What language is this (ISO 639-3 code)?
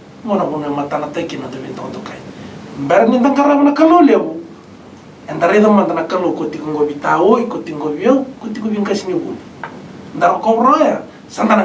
fij